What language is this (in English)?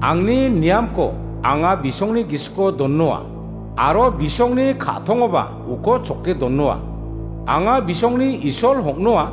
Garo